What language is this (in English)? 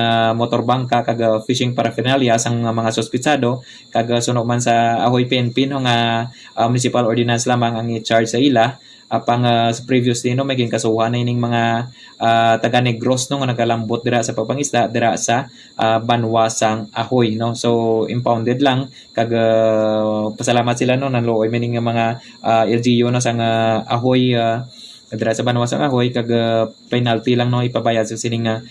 Hiligaynon